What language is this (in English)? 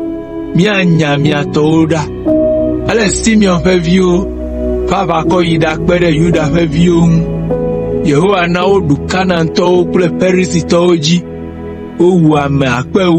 Ewe